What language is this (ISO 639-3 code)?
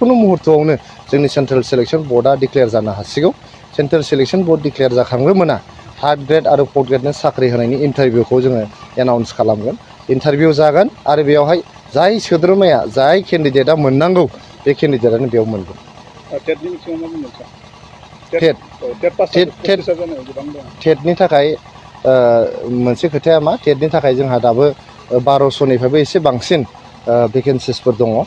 brx